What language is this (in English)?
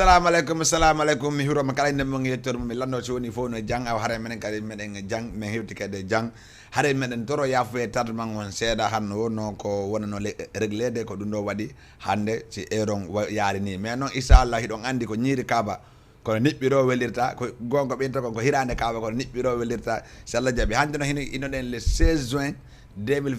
Fula